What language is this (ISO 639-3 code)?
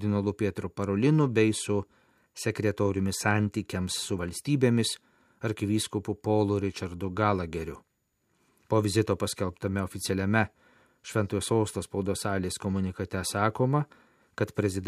lit